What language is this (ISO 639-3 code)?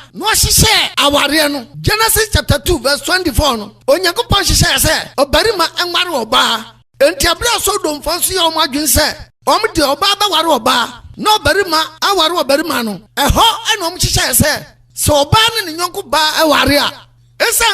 aka